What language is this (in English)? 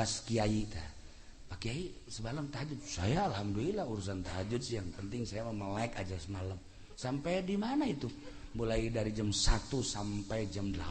Sundanese